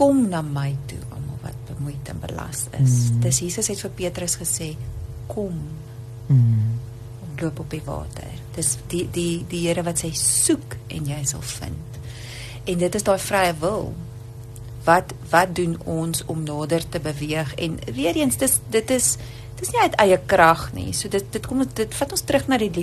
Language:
Afrikaans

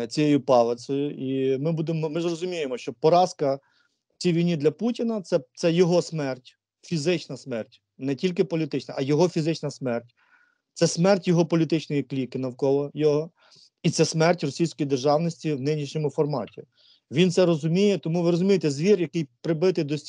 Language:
Ukrainian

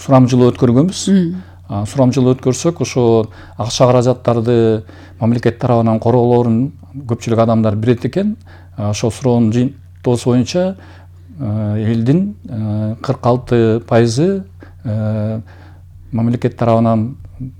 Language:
Kyrgyz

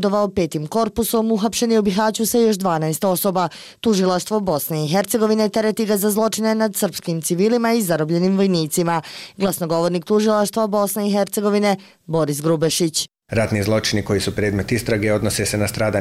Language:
Bosnian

